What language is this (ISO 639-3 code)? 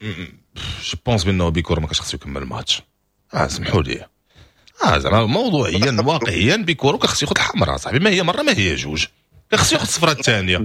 ary